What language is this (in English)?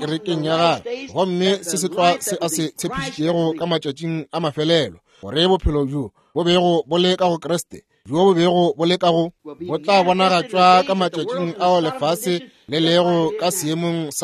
Northern Sotho